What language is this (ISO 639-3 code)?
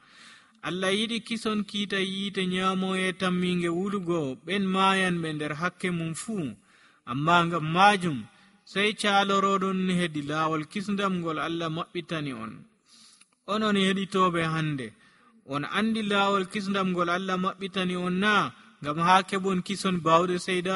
fuv